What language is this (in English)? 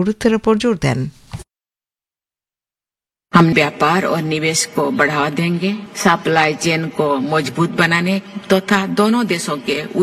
Bangla